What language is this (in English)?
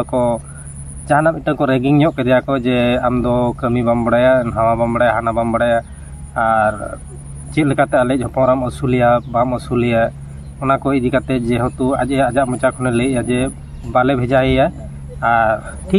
Santali